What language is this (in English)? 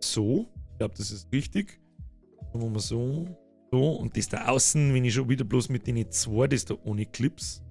Bavarian